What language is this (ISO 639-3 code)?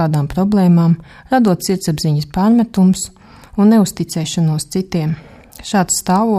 lav